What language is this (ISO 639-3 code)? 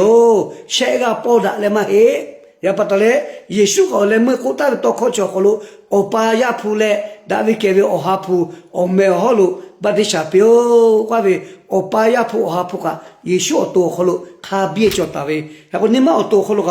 lhu